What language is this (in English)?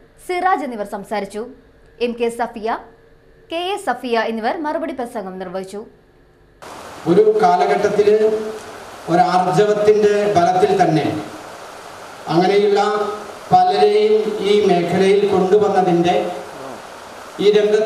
Malayalam